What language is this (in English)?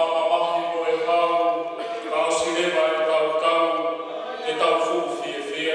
Tongan